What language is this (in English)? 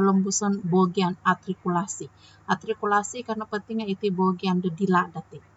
Central Dusun